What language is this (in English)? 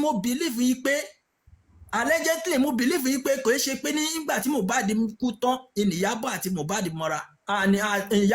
Yoruba